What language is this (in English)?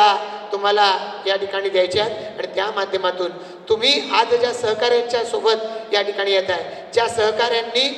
Marathi